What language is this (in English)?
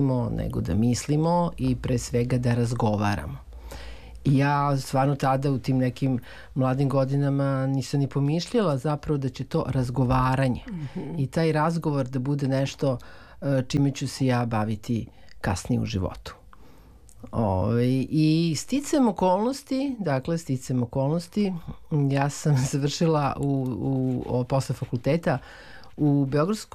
Serbian